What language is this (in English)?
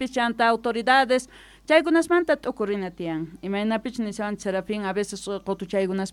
South Bolivian Quechua